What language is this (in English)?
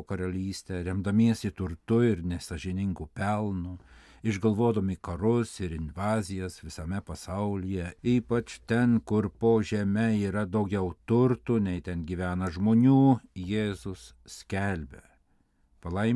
Lithuanian